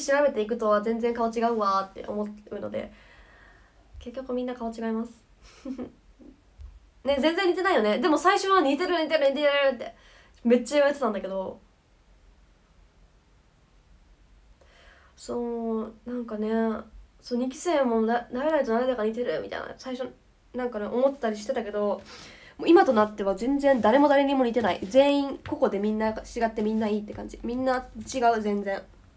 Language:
Japanese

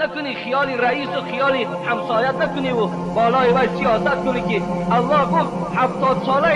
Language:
Tajik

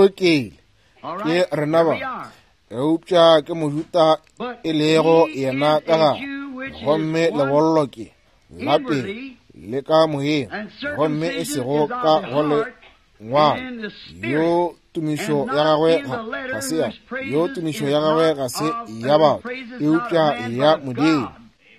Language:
Northern Sotho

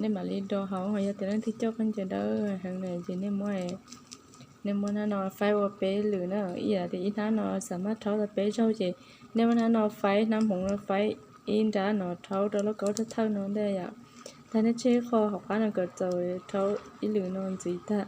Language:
Hmong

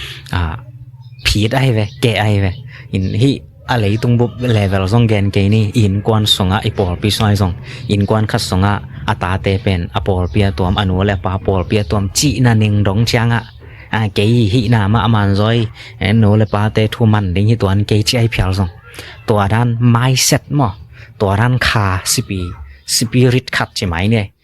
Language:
Tedim Chin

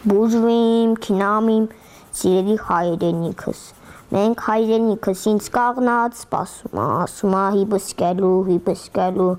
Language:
Armenian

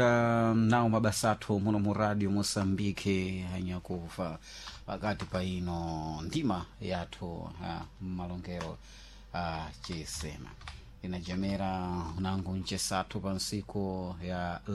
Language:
Sena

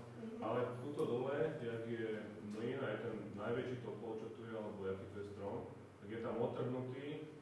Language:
Slovak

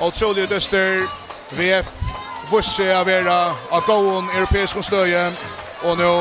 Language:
Faroese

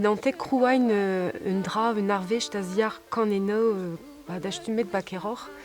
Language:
Breton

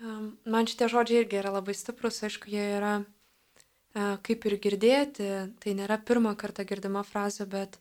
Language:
Lithuanian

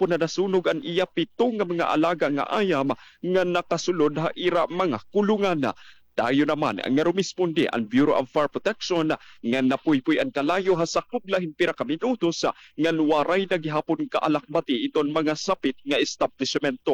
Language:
Waray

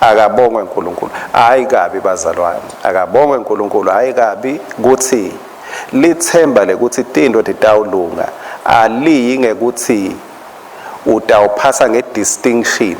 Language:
Swati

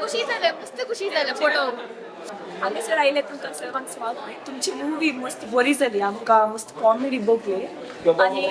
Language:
Konkani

